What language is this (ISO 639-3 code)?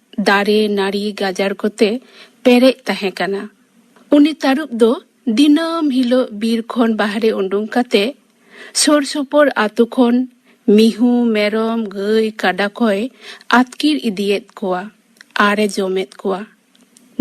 sat